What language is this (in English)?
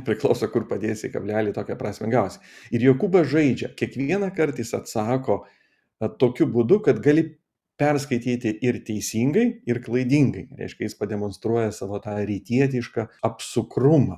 Lithuanian